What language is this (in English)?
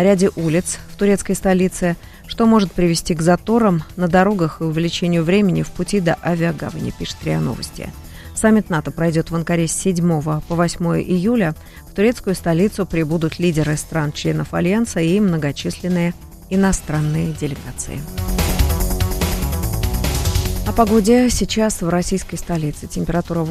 Russian